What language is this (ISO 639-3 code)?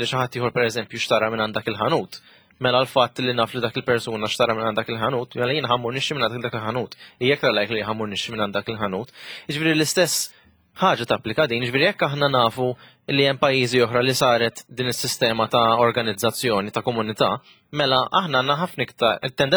mlt